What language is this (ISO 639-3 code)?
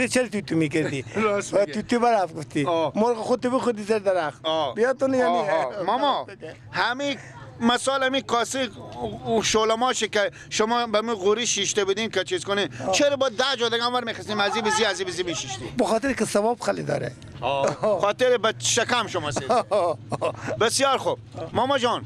fas